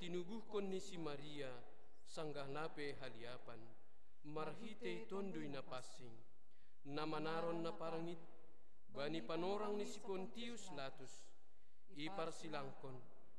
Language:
Batak Simalungun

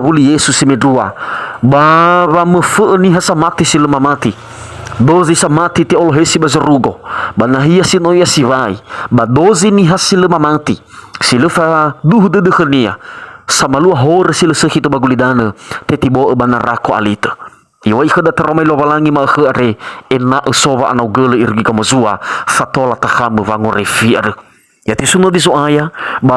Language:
Nias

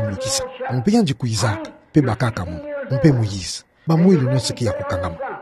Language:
Kituba (Democratic Republic of Congo)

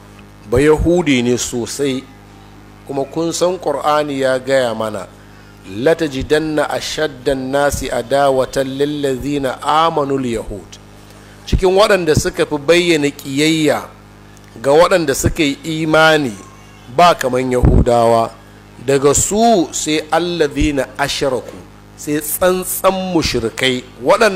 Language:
Hausa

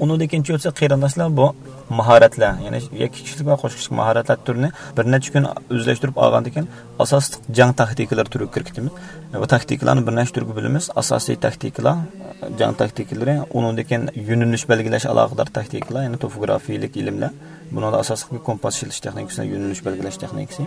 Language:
Uyghur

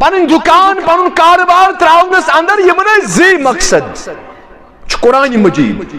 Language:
Kashmiri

